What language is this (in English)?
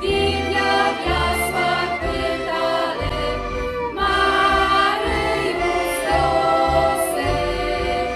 Rusyn